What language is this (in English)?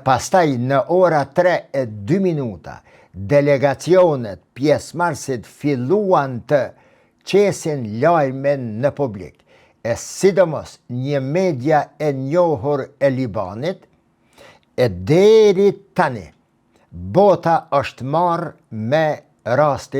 Albanian